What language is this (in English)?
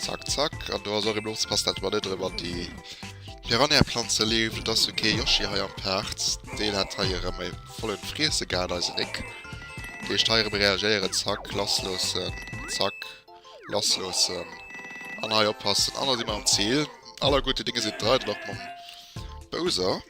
Luxembourgish